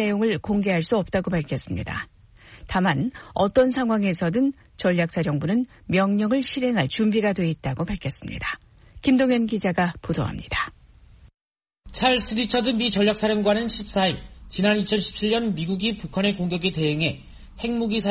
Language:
Korean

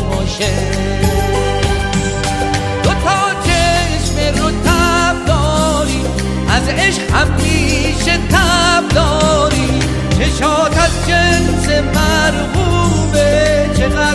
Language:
Persian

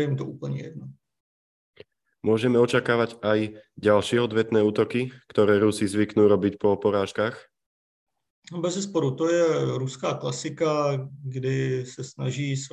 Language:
Czech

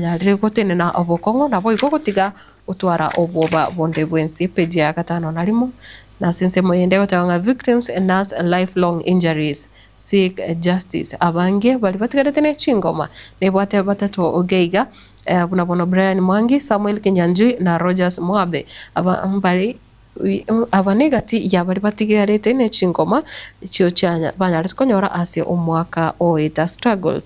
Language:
Gusii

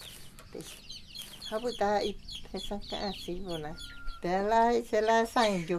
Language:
Guarani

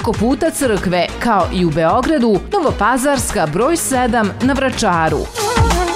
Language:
Serbian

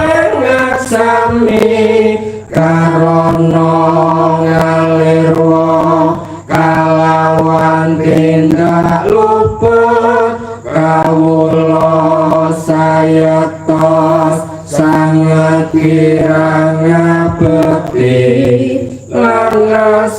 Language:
Javanese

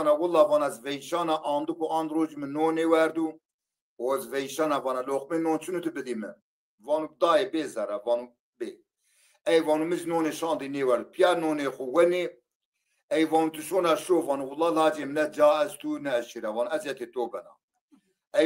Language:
Zaza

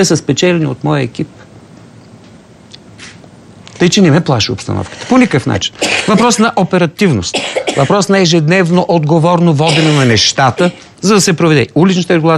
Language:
Bulgarian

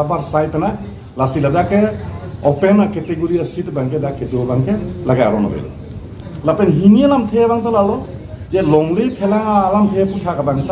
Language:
Karbi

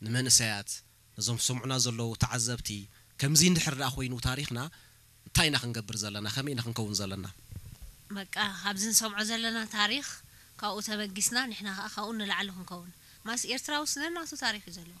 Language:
Tigrinya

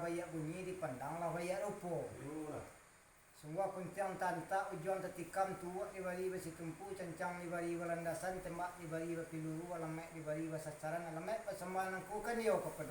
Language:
Minangkabau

